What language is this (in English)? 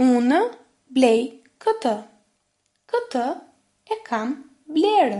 Albanian